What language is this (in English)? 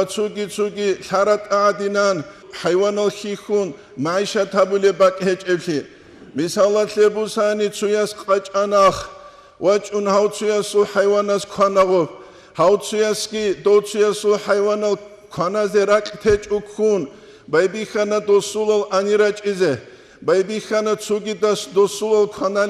Avaric